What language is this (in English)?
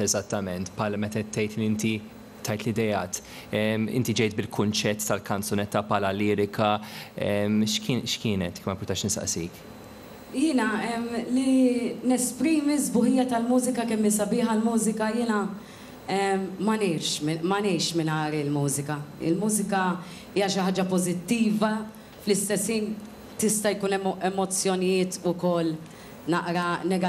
Maltese